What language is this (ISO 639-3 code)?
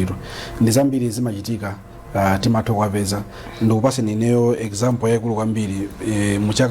nya